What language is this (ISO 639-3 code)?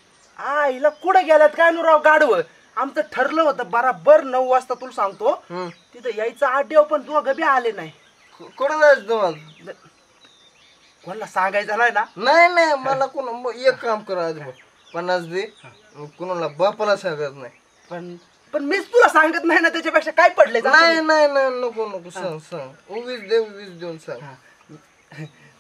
mar